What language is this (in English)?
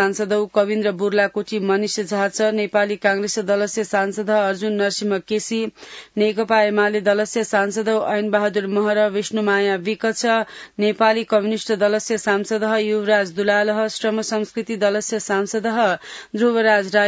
Sanskrit